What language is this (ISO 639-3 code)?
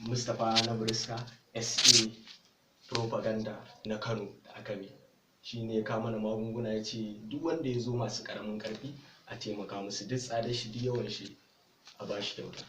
hau